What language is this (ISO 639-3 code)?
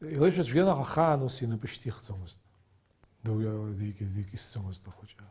abk